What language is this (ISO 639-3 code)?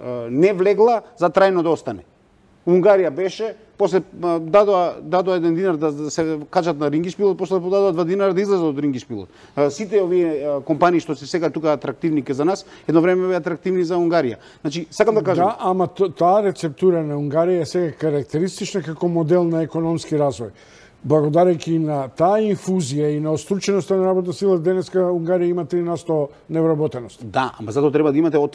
mkd